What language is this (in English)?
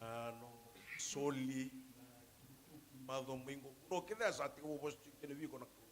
Fijian